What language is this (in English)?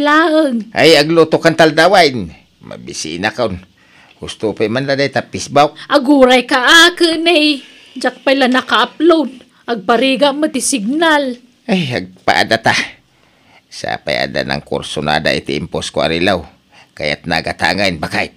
Iloko